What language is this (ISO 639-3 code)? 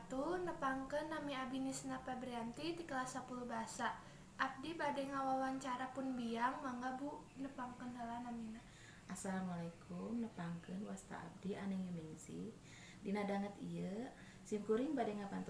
sun